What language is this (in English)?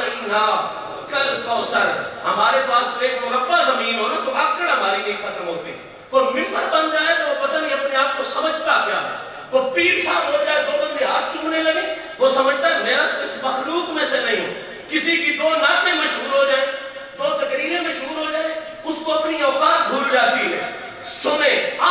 Urdu